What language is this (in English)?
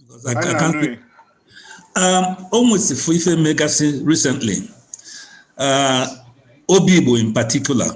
Igbo